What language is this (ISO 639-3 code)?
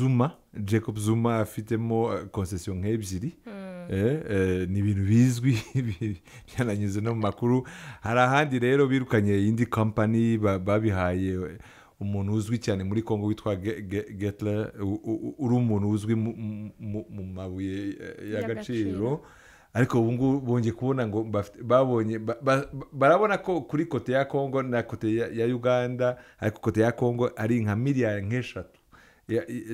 kin